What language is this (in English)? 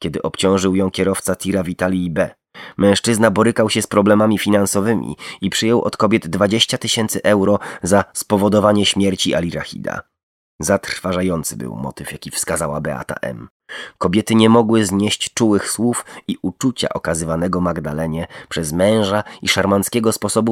Polish